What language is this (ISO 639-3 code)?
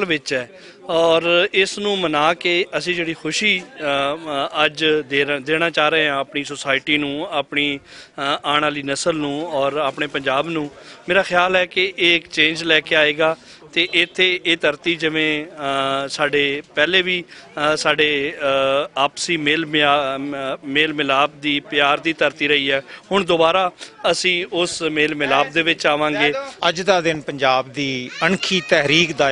lah